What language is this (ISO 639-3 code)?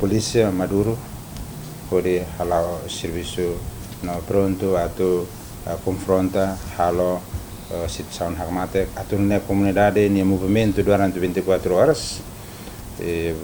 tet